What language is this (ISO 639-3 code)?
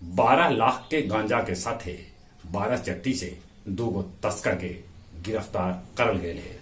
mag